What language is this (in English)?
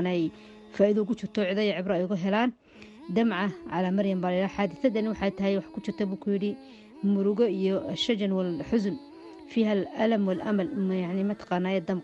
Somali